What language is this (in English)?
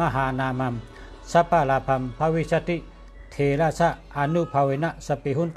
Shan